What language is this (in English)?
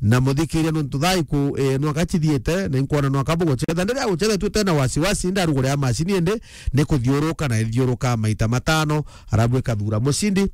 Meru